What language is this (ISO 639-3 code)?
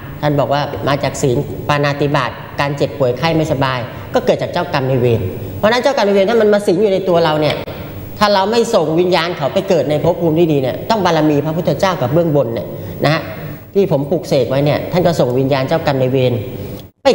tha